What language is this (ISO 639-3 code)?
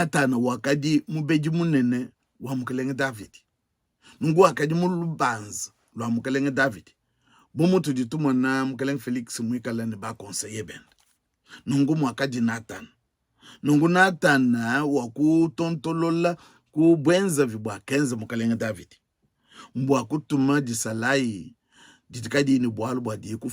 lua